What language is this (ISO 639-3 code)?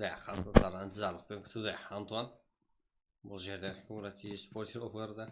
kaa